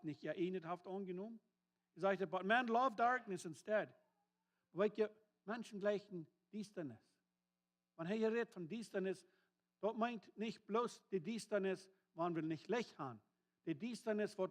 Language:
Plautdietsch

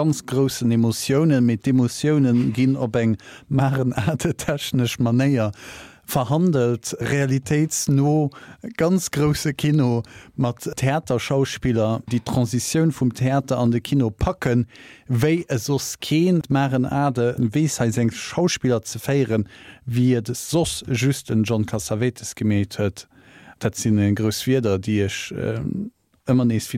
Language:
Luxembourgish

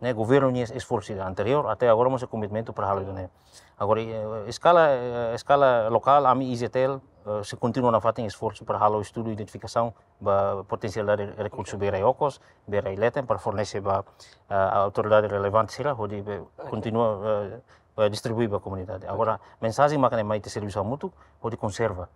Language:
Tetum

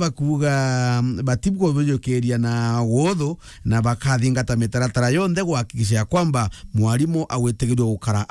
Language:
Meru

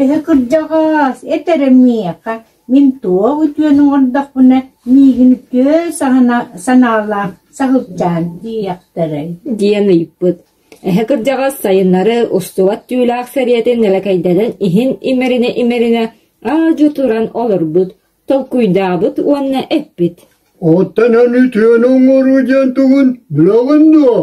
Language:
Yakut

